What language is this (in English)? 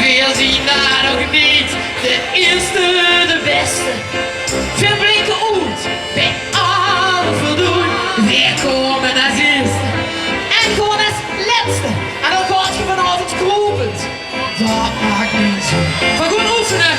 Limburgish